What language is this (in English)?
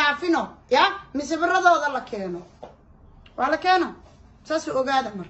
Somali